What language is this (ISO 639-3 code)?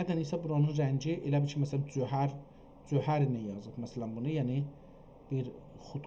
azb